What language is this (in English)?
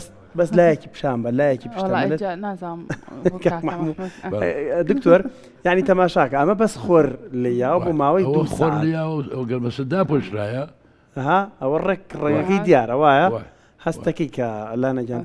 Central Kurdish